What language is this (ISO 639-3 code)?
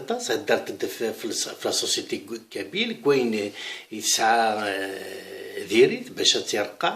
kab